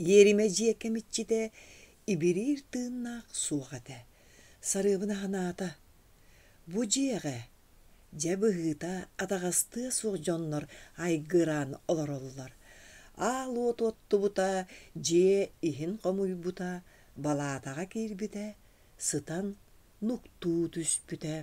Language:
Yakut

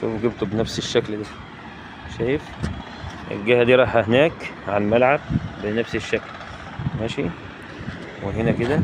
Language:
Egyptian Arabic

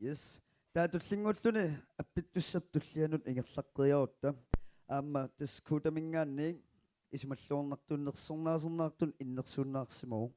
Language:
Kalaallisut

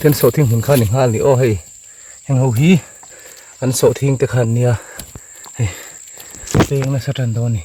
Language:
Mizo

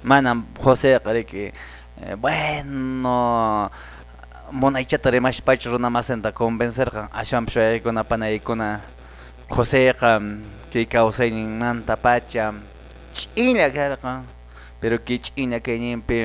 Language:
Quechua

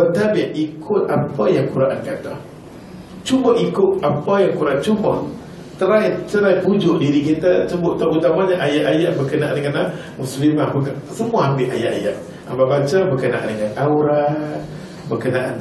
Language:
Malay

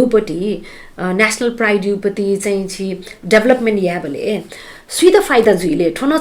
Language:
Newari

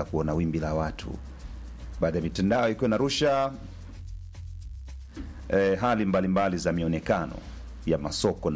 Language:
Swahili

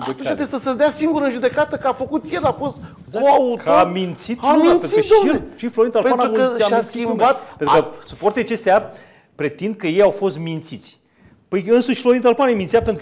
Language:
Romanian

